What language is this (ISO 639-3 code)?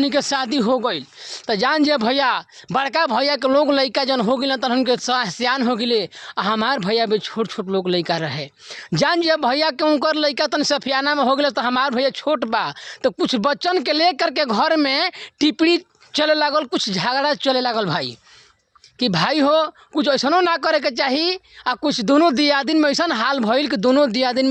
bho